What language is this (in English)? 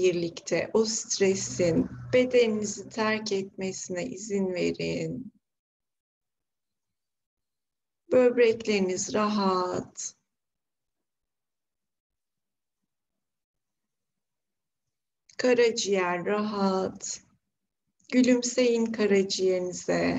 Turkish